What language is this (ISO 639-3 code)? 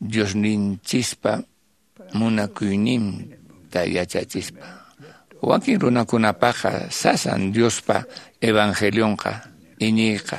que